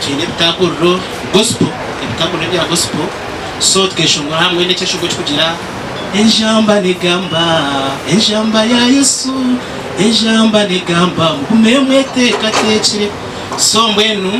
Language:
Nyankole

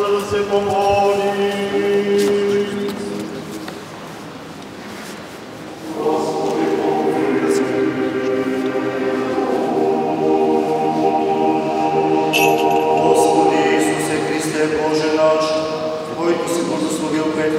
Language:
Bulgarian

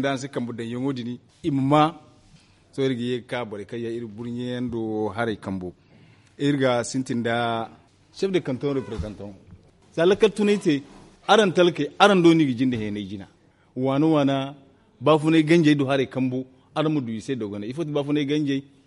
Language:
Zarma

